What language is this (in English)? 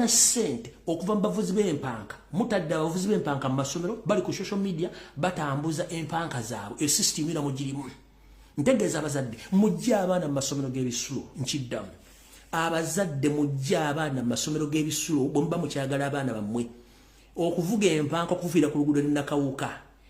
Ganda